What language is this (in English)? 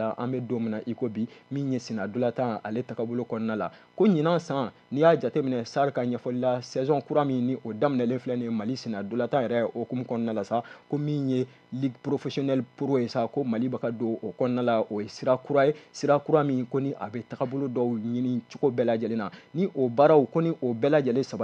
Bambara